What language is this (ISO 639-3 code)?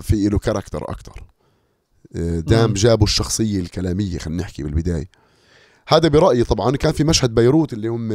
apc